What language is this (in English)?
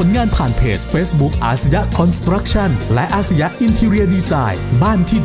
Thai